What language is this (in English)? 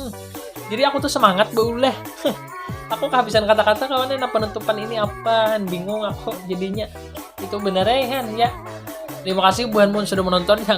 Banjar